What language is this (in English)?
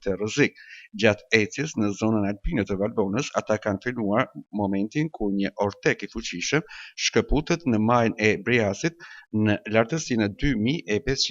Albanian